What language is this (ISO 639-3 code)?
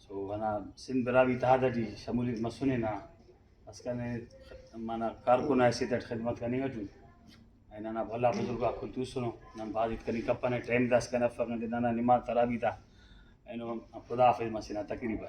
brh